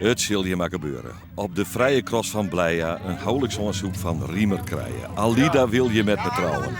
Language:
Western Frisian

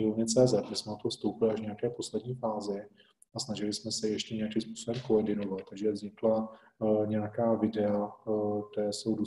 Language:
Czech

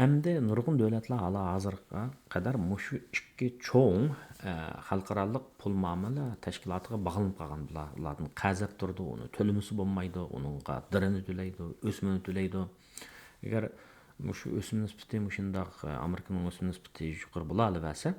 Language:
Uyghur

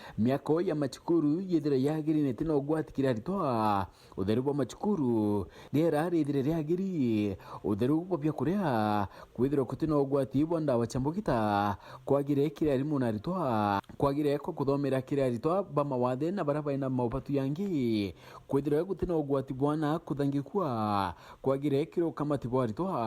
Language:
Meru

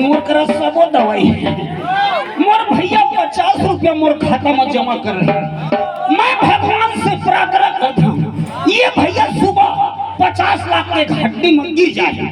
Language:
Chhattisgarhi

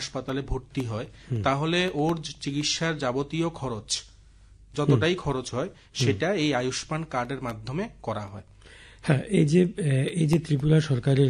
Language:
Bangla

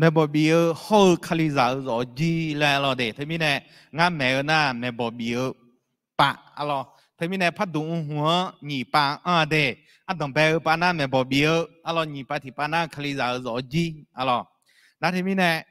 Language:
Akha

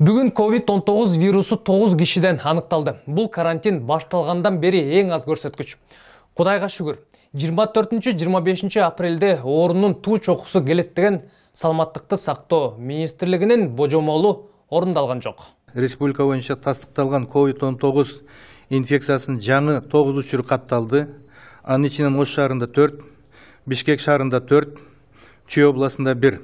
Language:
Kyrgyz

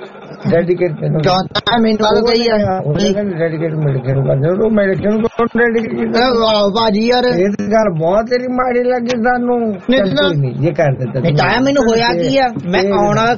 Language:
Punjabi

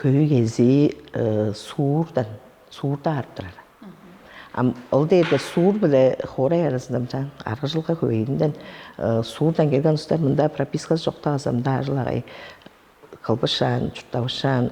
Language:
Tuvinian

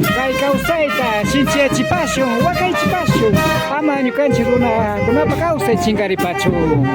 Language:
Imbabura Highland Quichua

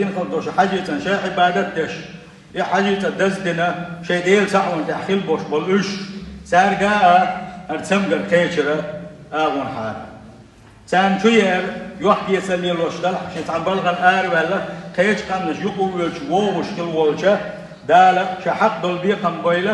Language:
Chechen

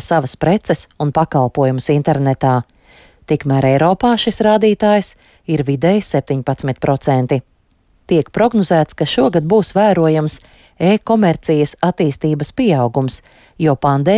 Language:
Latvian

